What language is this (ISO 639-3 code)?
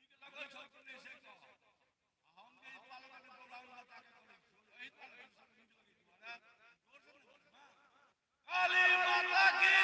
mai